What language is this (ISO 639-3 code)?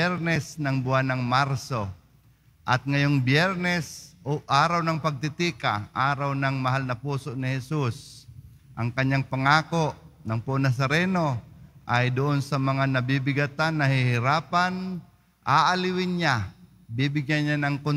fil